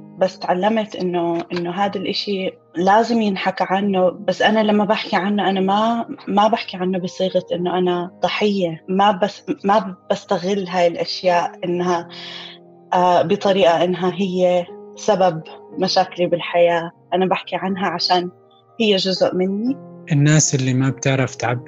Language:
North Levantine Arabic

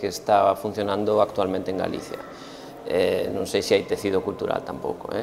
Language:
Galician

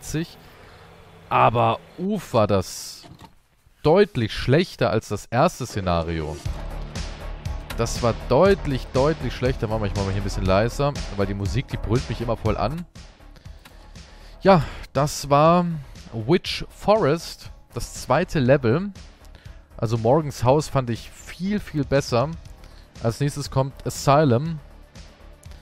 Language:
German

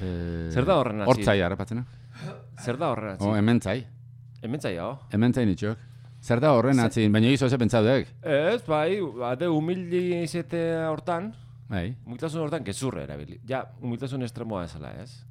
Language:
Basque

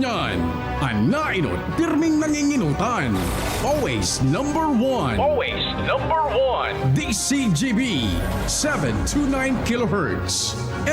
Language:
Bikol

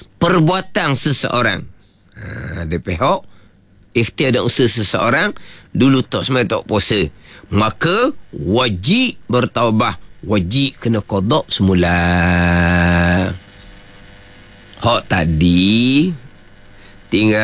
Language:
Malay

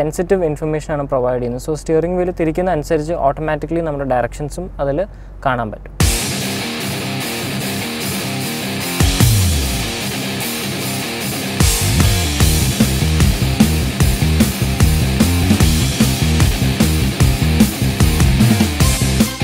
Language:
Malayalam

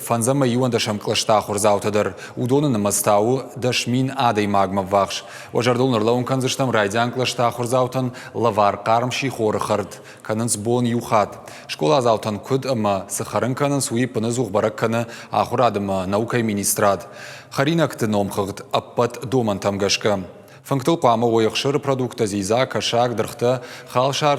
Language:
Ossetic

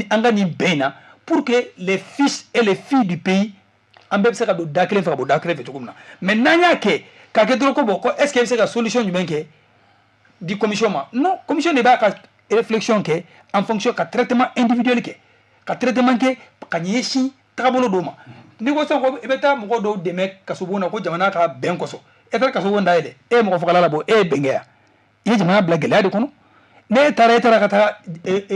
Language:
Bambara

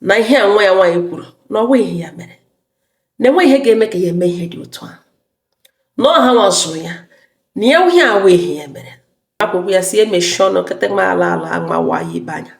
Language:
Igbo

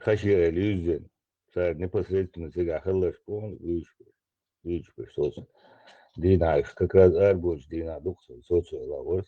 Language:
Chechen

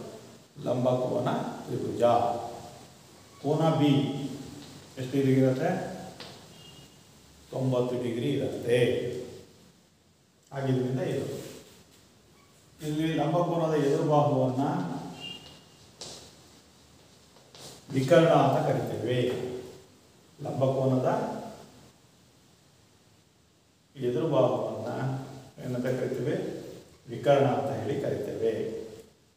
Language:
Kannada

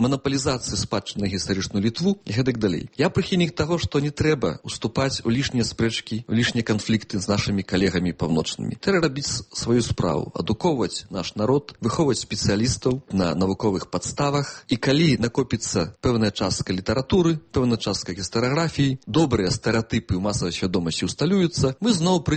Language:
Belarusian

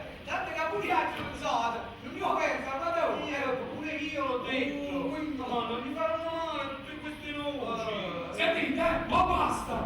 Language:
Neapolitan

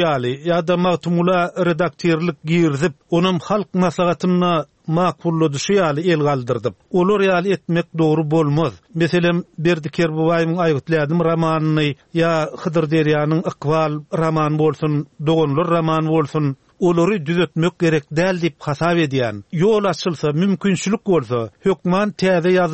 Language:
Turkmen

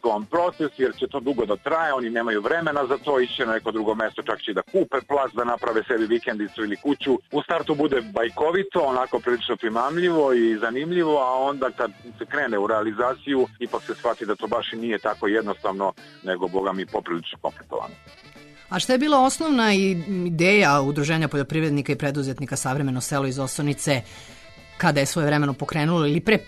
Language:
Serbian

